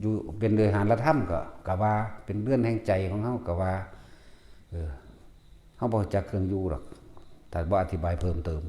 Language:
Northeastern Thai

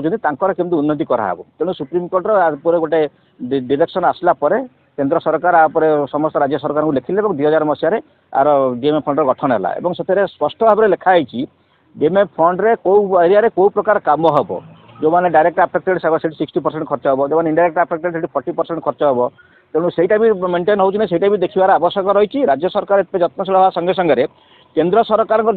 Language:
Odia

